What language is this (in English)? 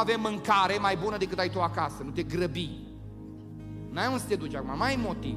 Romanian